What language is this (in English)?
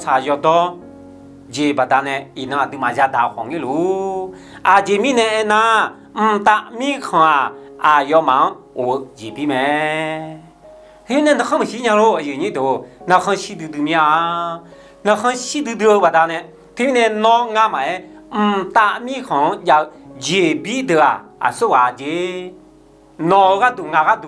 Akha